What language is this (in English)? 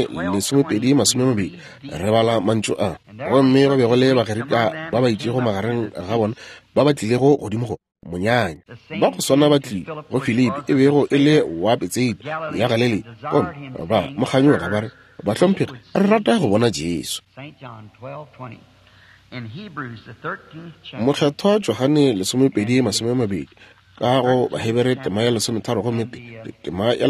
Northern Sotho